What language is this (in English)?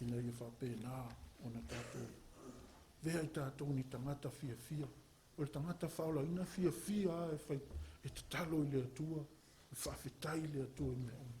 Samoan